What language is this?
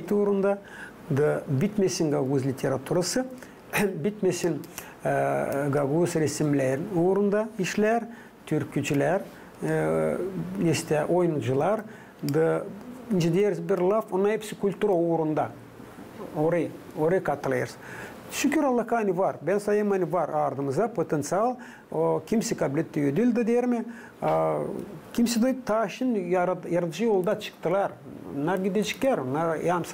Gagauz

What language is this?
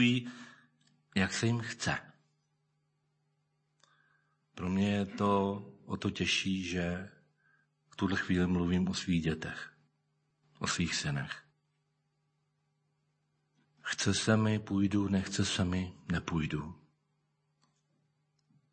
Czech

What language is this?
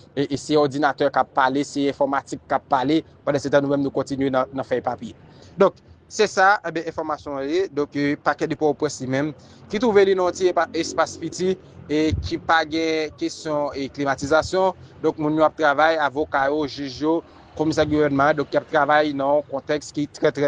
Haitian Creole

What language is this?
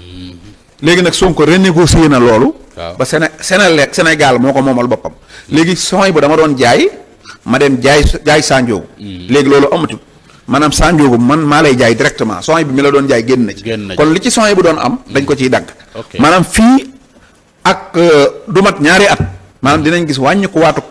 Wolof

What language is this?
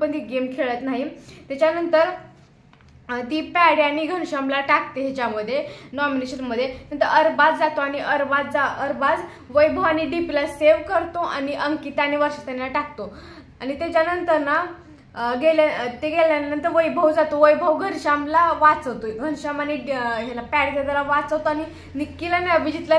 Marathi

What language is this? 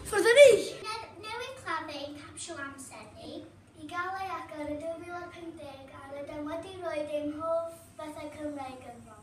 Welsh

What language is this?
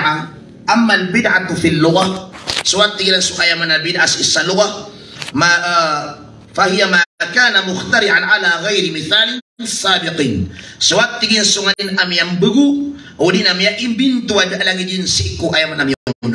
Maranao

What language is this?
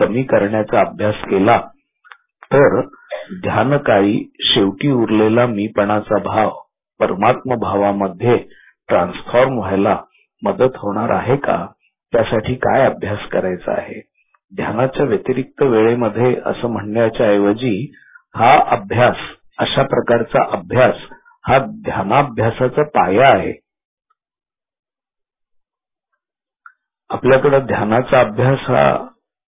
Marathi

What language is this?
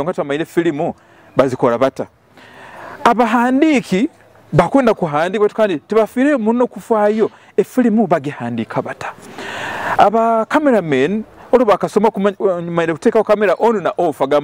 Nyoro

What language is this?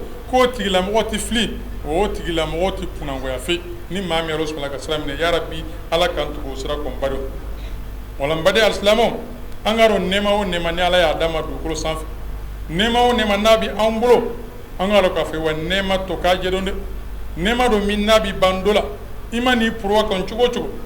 Bambara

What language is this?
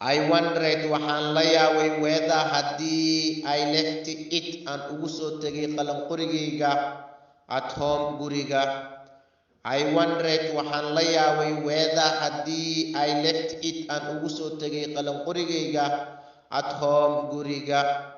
Somali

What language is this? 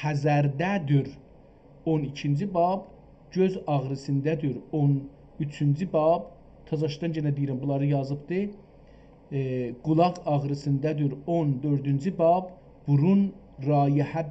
South Azerbaijani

